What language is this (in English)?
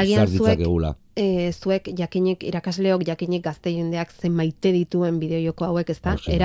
Basque